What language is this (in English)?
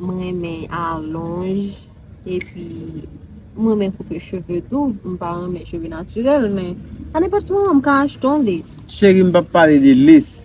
Haitian Creole